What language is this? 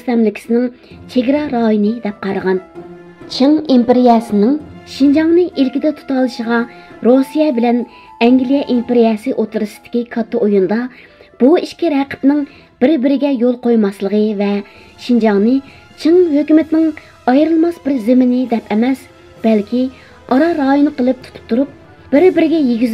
Uyghur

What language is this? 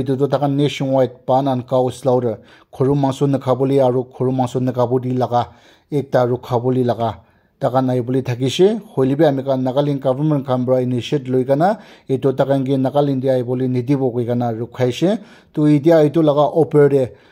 Naga Pidgin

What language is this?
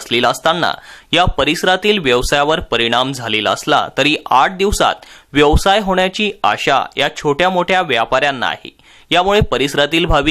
Marathi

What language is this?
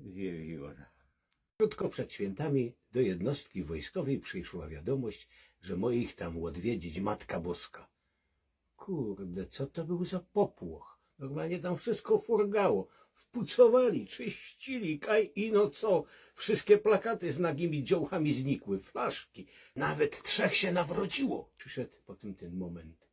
Silesian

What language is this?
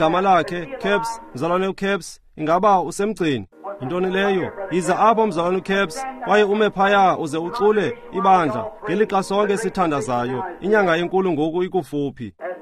Xhosa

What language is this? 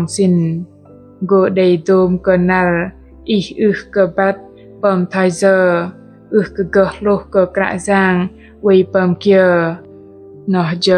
Bahnar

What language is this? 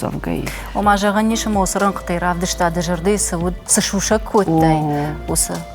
Ossetic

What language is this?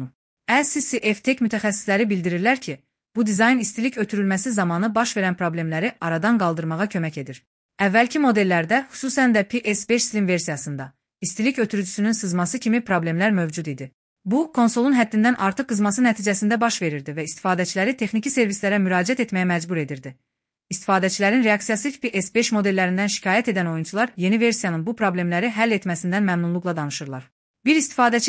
Azerbaijani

